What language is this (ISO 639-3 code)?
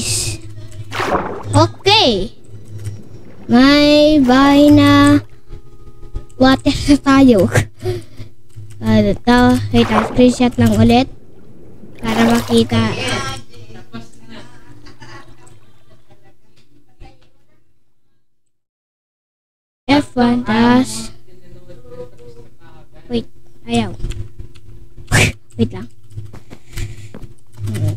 fil